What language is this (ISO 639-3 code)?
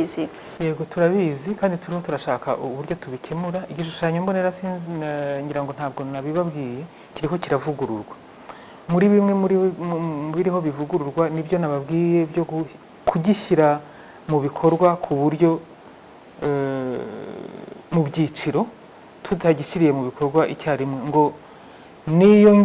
kin